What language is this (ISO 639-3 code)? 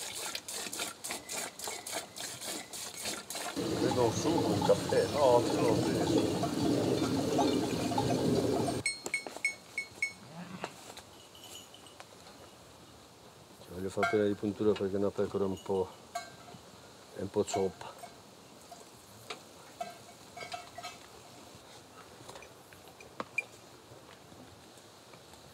ita